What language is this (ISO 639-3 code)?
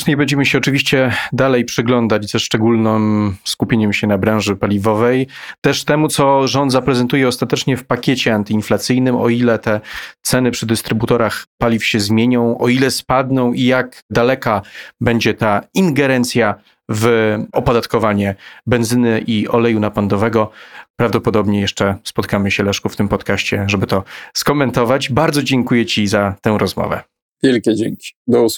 pol